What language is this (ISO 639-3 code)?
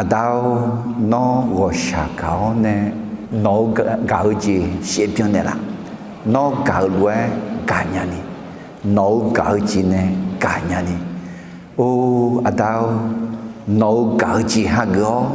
ahk